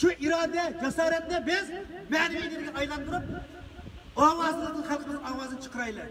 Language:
Uyghur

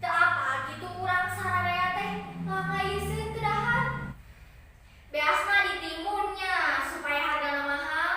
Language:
Sundanese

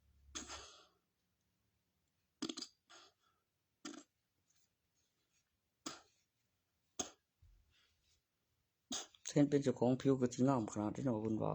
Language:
Northeastern Thai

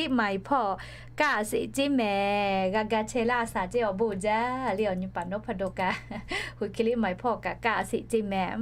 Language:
Lahu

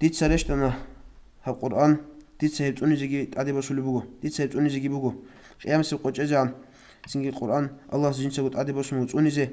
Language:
Avaric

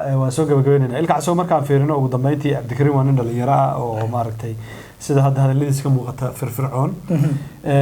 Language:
Somali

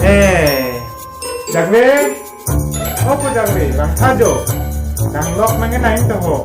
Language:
Karbi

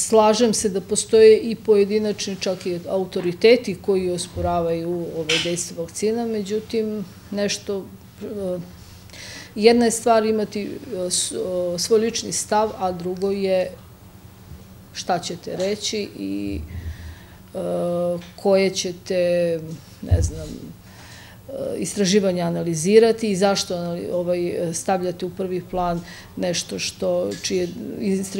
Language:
Serbian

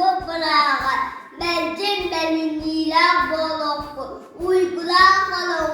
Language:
Yakut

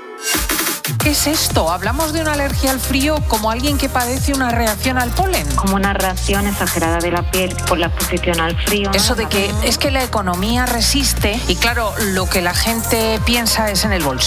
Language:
Spanish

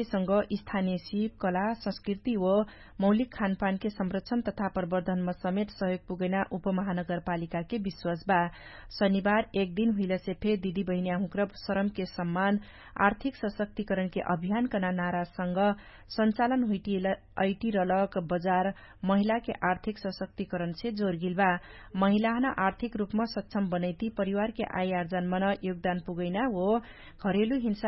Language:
Dangaura Tharu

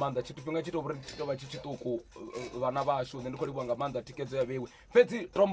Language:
Venda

